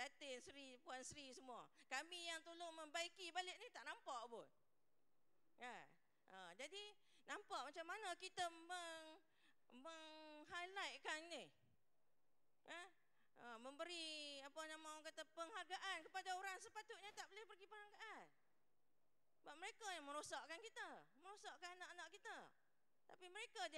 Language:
Malay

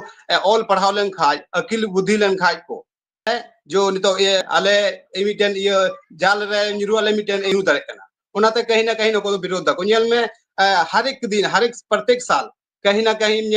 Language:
Santali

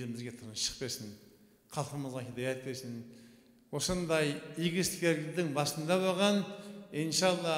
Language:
Kazakh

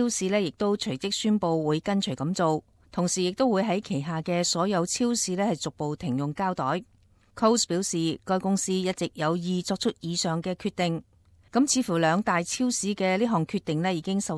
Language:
Cantonese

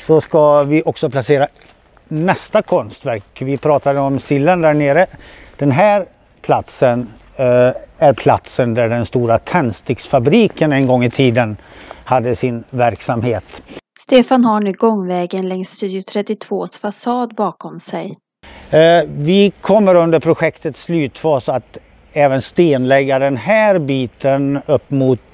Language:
Swedish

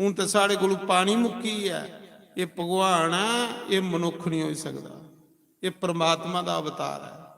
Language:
Dogri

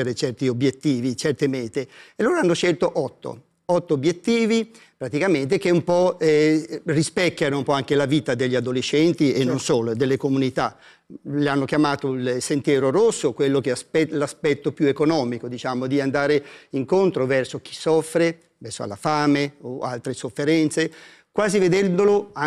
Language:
Italian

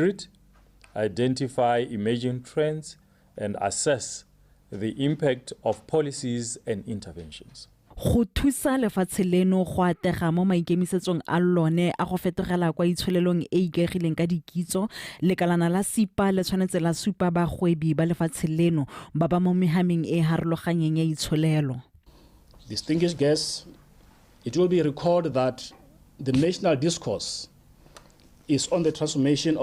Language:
Tswana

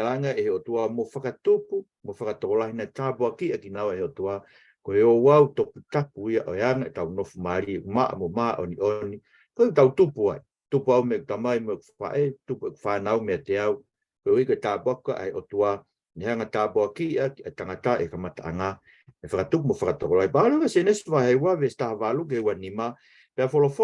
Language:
Tongan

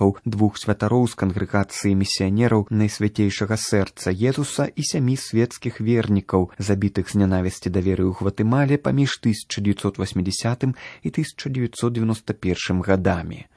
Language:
Belarusian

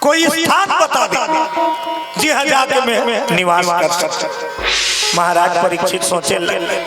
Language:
Chhattisgarhi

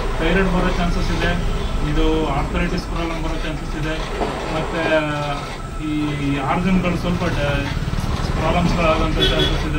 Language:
Kannada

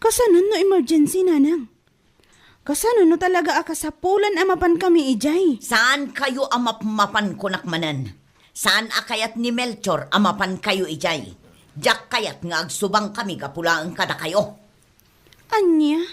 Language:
Iloko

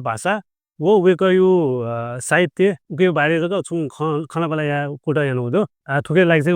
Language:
Newari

